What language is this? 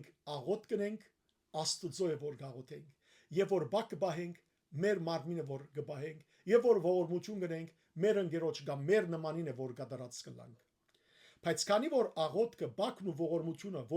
Western Armenian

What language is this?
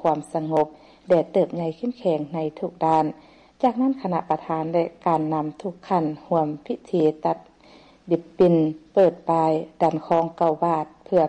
Lao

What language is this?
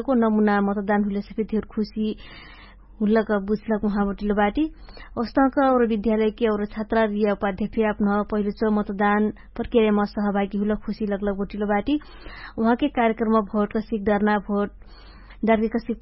Dangaura Tharu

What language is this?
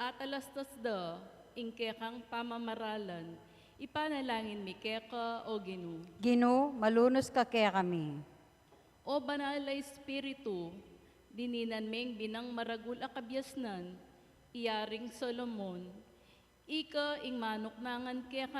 Pampanga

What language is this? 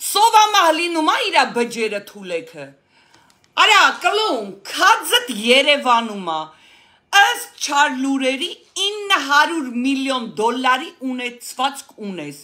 Armenian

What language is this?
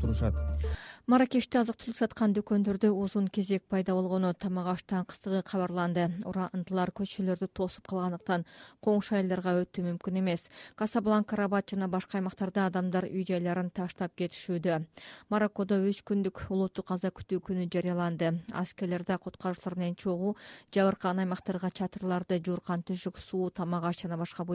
Kyrgyz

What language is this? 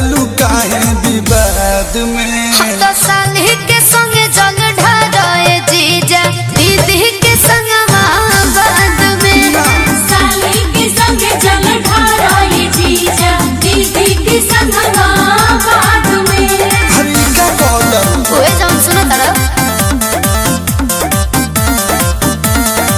Bhojpuri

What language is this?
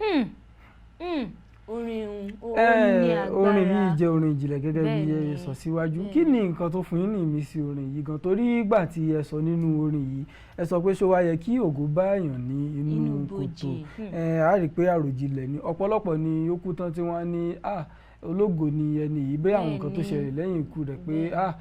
Yoruba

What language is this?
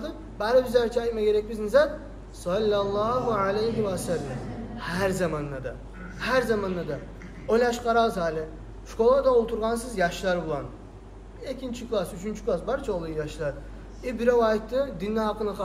Kumyk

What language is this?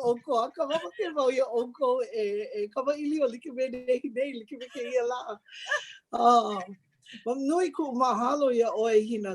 Hawaiian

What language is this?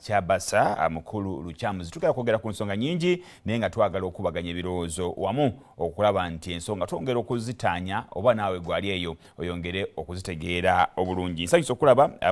Ganda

